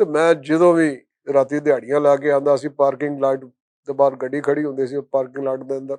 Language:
Western Panjabi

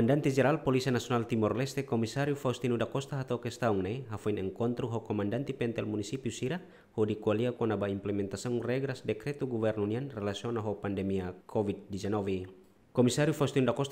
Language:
Tetum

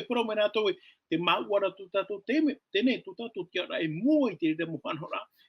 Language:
Tahitian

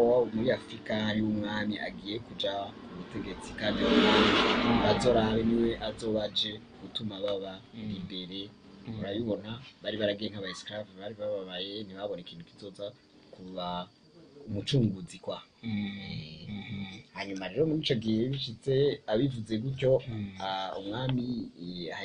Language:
Rundi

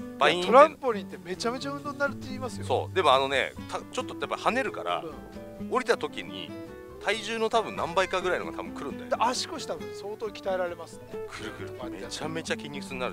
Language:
Japanese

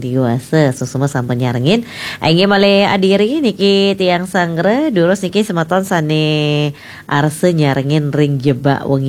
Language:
Balinese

